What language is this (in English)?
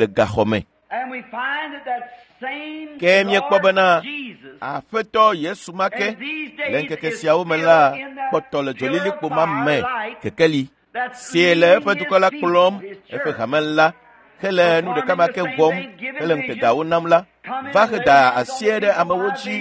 Ewe